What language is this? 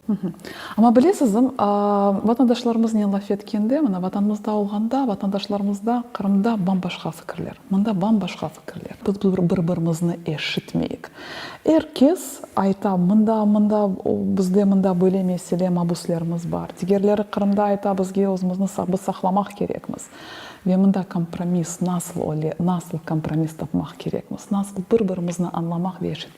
Crimean Tatar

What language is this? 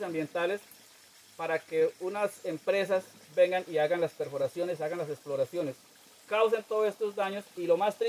Spanish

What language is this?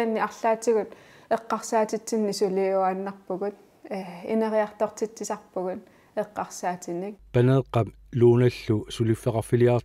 Kalaallisut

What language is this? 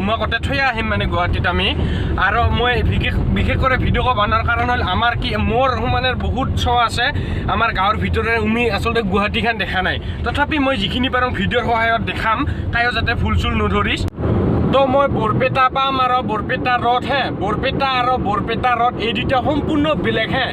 Assamese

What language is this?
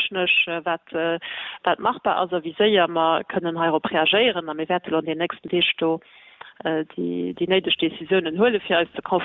Luxembourgish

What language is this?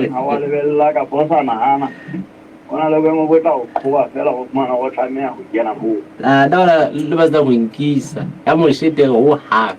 Southern Sotho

